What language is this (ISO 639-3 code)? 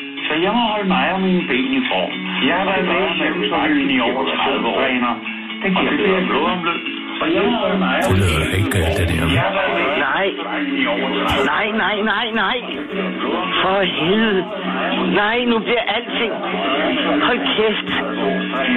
dan